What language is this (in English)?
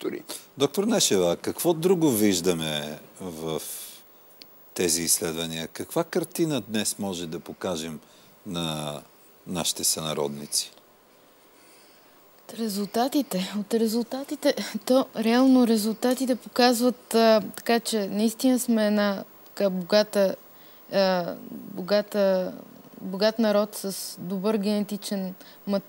Bulgarian